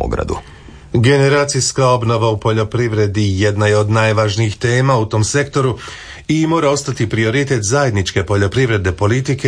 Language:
Croatian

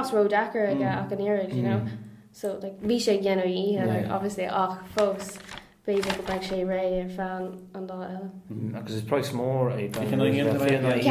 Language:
Irish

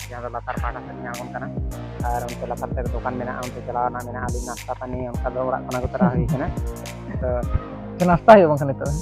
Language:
Santali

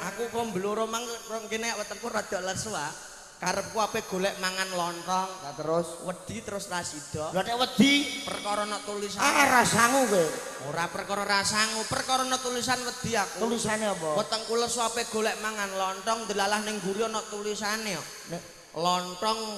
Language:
Javanese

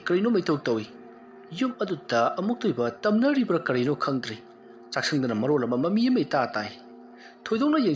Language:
Manipuri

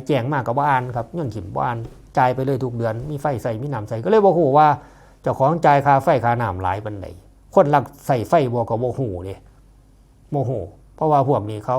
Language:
Northeastern Thai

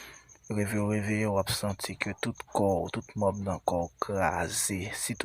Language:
Haitian Creole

